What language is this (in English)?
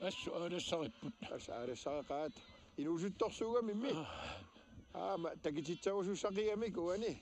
Kalaallisut